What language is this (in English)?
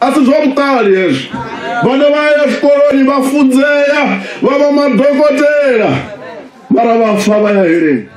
Venda